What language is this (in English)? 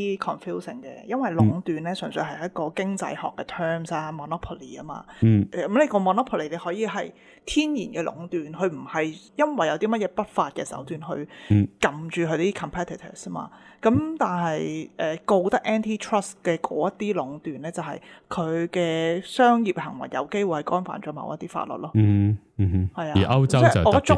Cantonese